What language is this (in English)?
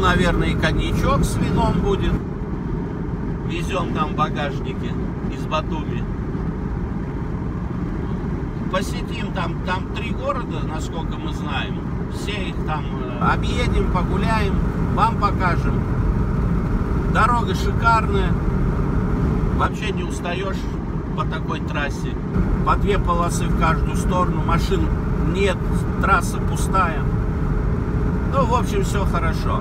Russian